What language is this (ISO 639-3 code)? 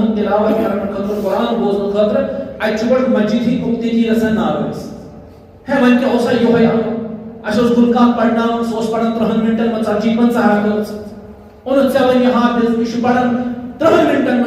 kas